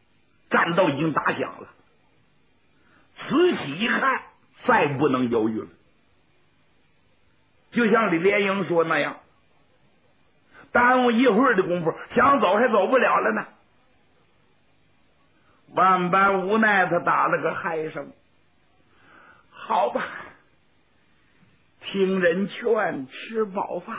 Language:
Chinese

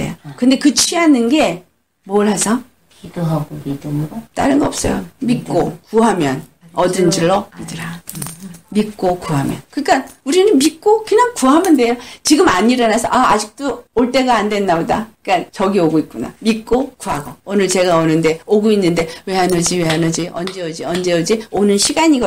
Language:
Korean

